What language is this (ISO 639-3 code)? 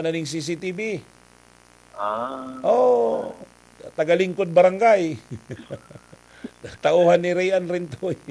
bik